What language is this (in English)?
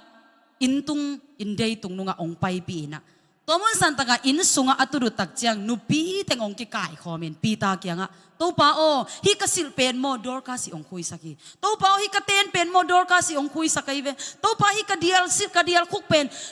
Tedim Chin